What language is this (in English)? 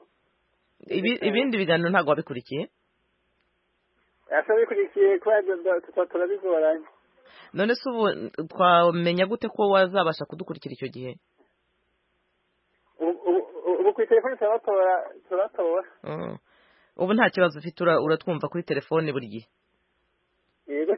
Kinyarwanda